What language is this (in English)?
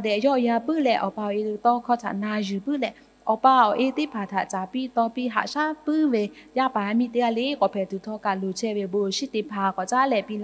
Lahu